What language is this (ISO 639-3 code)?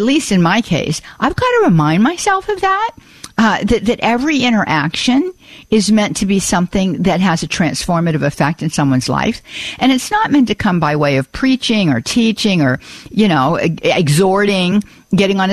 eng